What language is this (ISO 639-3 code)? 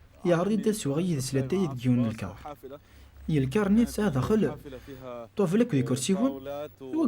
kab